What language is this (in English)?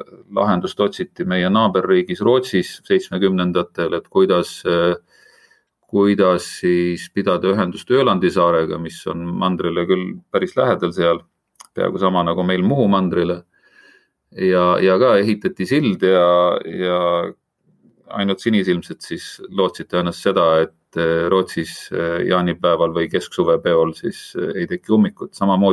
Estonian